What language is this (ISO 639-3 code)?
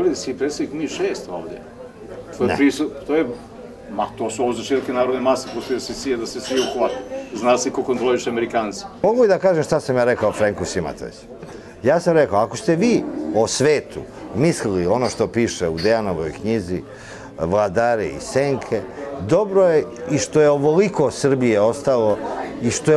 srp